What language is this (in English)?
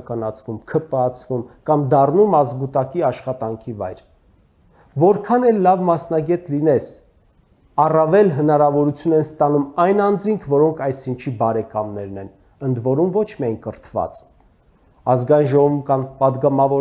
Armenian